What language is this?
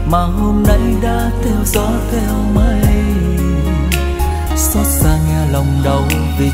Vietnamese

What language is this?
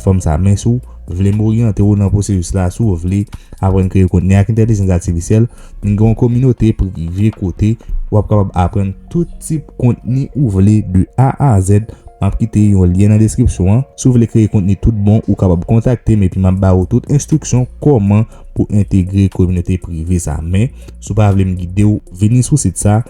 Haitian Creole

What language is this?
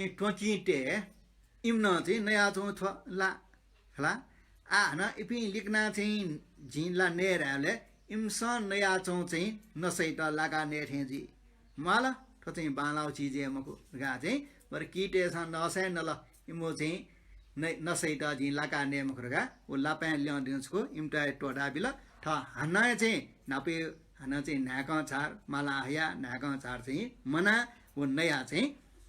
Newari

